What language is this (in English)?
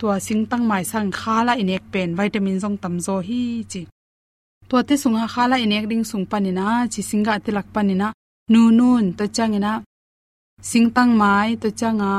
Tedim Chin